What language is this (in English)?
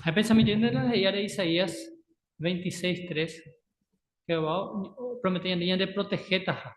Guarani